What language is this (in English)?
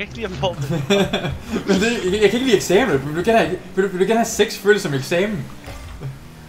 Danish